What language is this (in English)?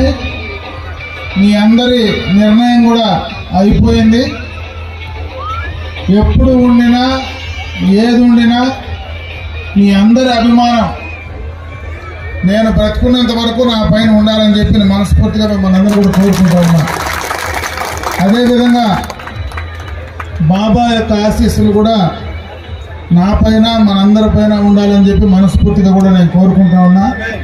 Telugu